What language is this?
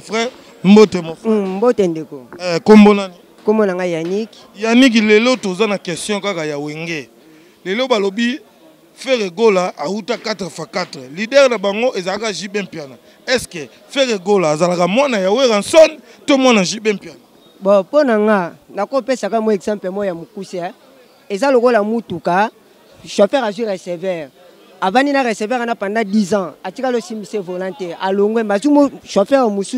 Lingala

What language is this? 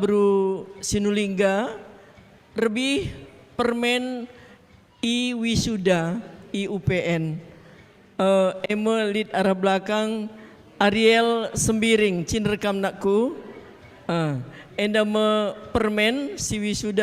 Batak Karo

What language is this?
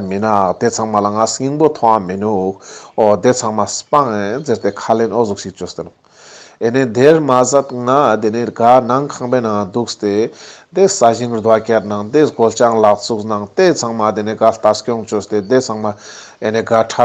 Ladakhi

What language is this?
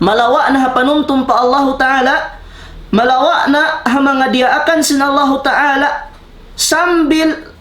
Tausug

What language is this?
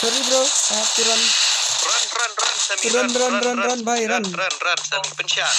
Khasi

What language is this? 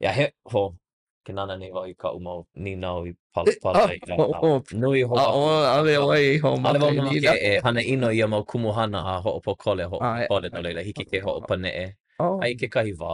Hawaiian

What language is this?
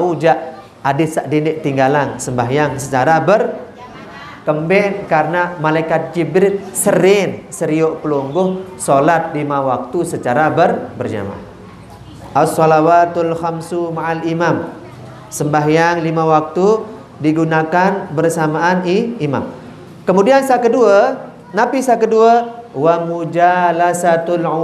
Sasak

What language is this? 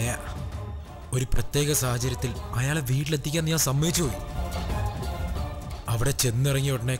Malayalam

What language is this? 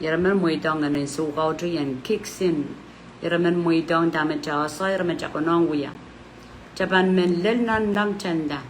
Pohnpeian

